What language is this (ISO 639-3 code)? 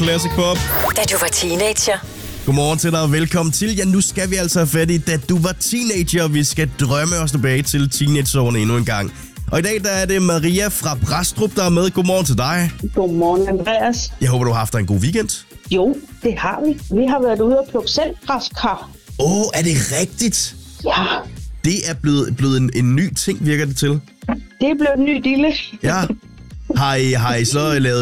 dan